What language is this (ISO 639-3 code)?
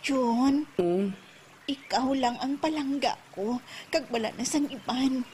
hil